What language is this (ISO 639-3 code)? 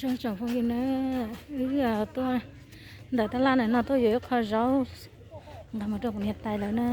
hmn